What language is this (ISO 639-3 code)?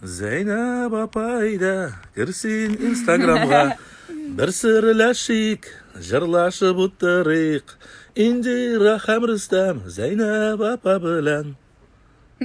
tat